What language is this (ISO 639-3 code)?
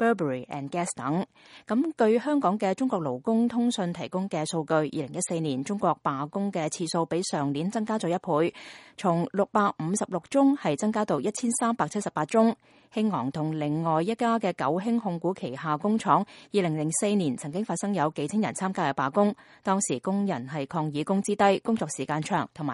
yue